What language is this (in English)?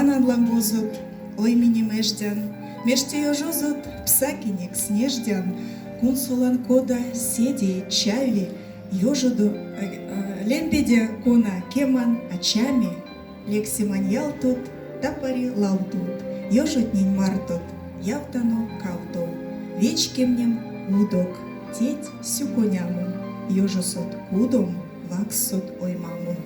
Erzya